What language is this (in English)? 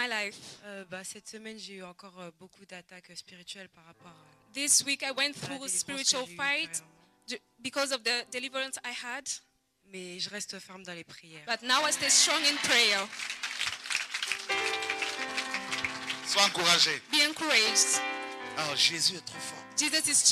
French